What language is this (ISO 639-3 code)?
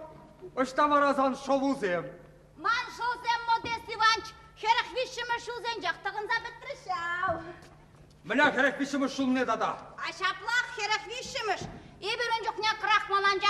chv